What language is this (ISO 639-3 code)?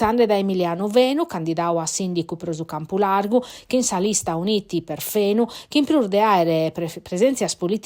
srd